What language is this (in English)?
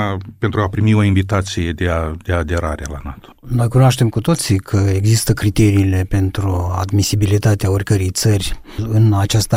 Romanian